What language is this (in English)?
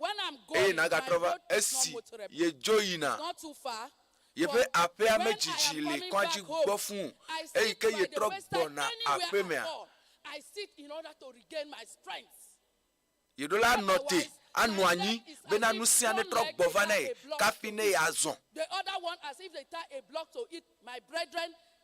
Ewe